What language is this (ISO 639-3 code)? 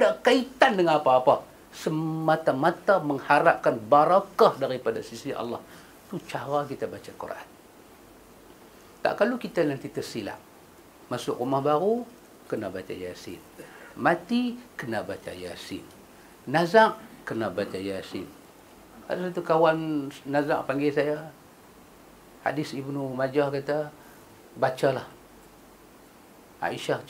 msa